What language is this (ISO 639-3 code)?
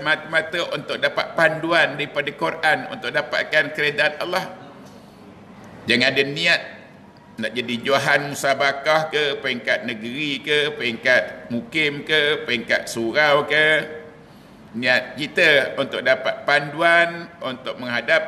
msa